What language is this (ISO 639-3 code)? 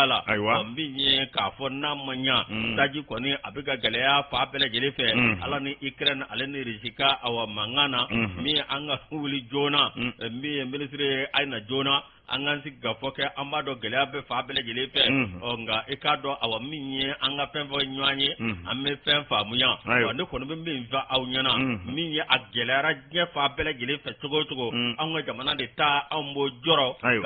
bam